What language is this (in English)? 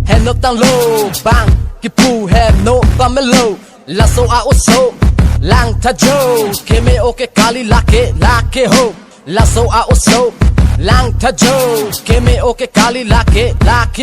Karbi